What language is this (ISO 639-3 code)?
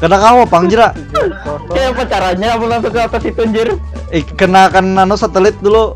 bjn